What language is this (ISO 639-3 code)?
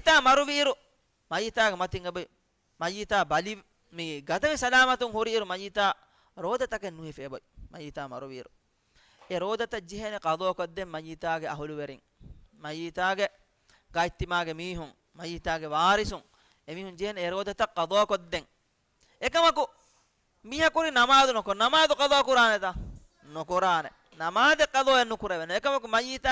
div